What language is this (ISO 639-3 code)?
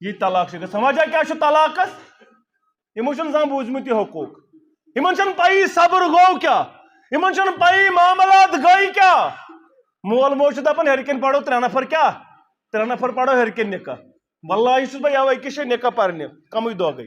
kas